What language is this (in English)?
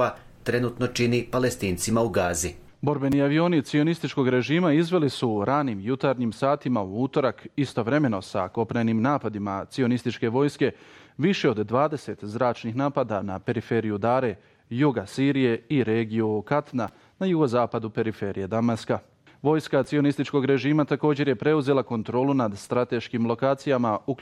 Bosnian